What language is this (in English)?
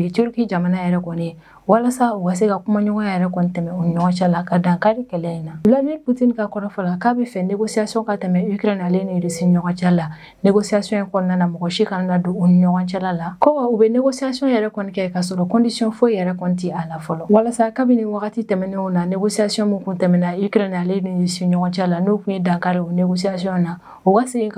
Bambara